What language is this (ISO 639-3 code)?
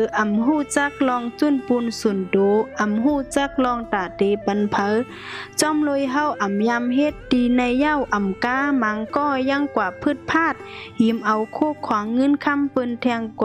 shn